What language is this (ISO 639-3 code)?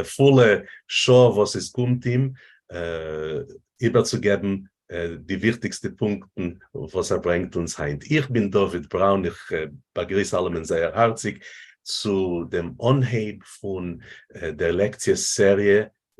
yid